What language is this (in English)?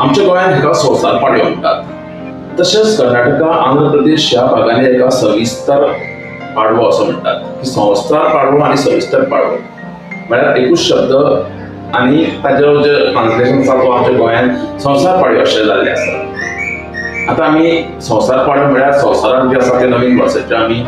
Konkani